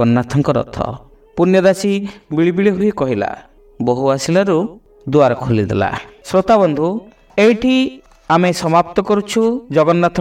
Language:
Odia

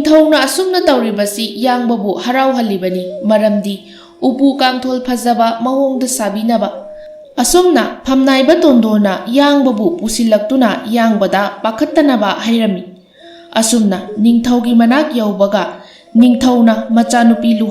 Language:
Manipuri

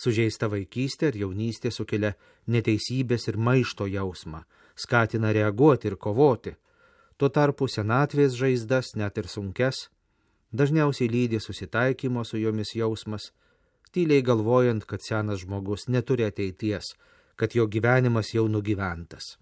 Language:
Lithuanian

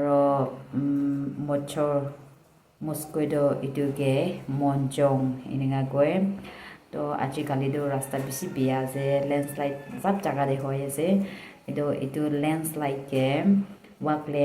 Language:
Naga Pidgin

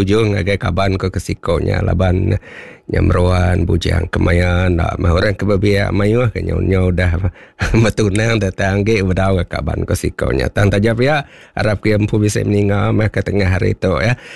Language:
Iban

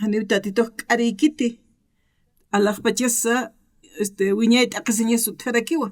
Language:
Aymara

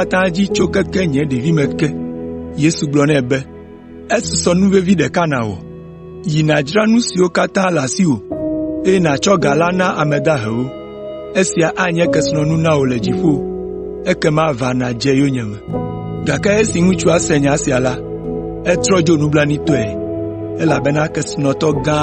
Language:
Ewe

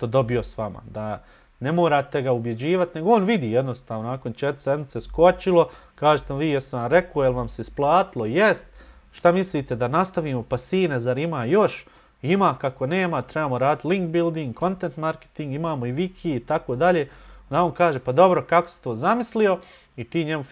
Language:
Bosnian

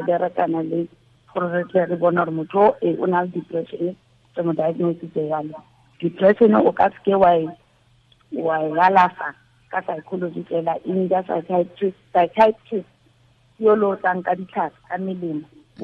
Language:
Tswana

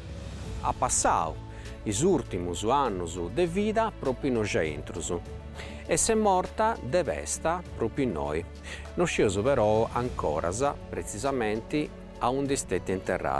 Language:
Sardinian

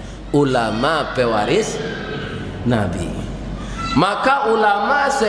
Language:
Minangkabau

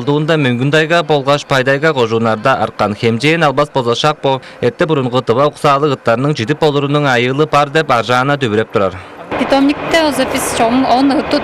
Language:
Tuvinian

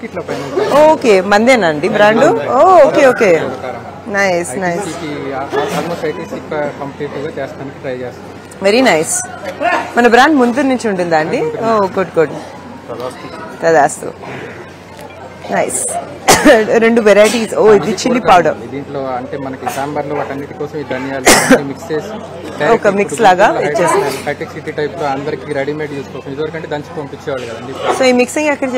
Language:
Telugu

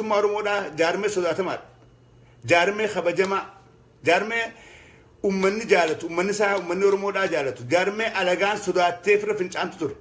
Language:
Oromo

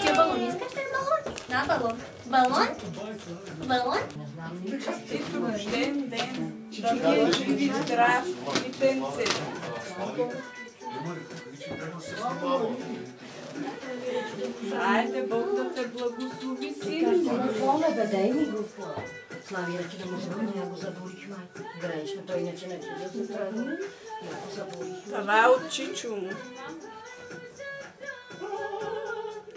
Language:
Bulgarian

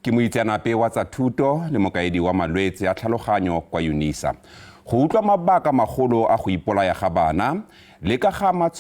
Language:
Tswana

